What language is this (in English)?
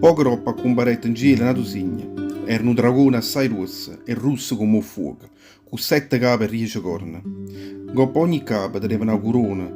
Neapolitan